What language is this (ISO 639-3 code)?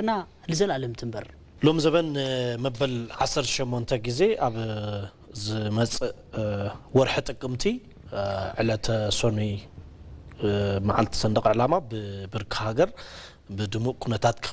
tir